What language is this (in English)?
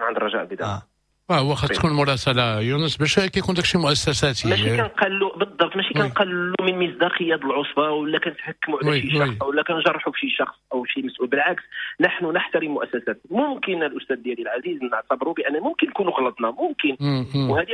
Moroccan Arabic